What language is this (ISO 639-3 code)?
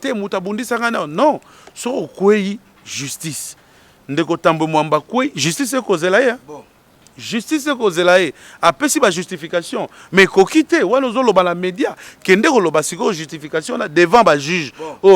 lin